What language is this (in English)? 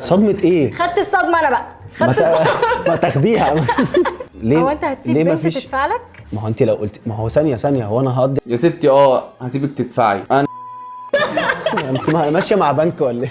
Egyptian Arabic